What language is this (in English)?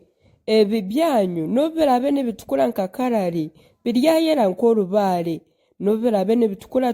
Nyankole